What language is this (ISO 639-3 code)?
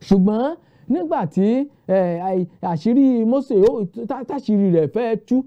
yor